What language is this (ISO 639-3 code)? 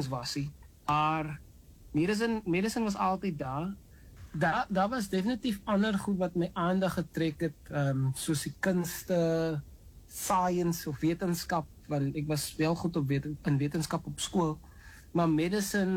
afr